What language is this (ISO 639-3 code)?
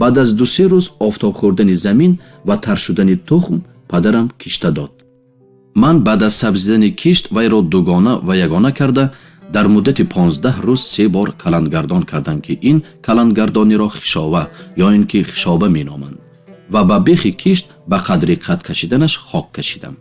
tgk